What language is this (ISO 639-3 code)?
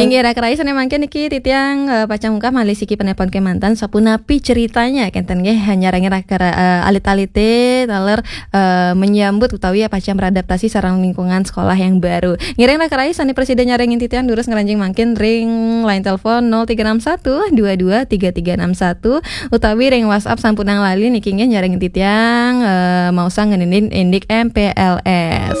ban